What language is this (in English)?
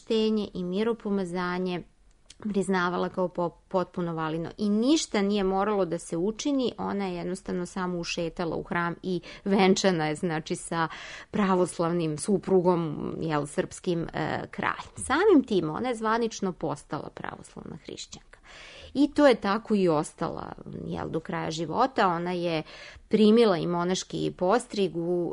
Serbian